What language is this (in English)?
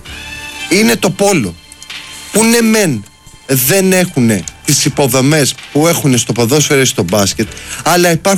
Greek